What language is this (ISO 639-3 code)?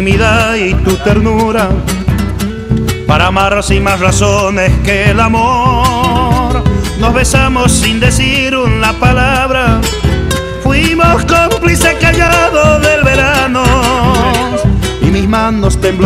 spa